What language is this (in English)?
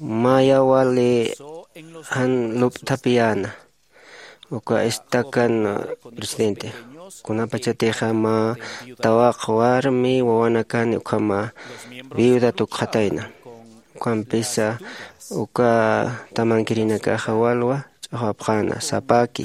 Aymara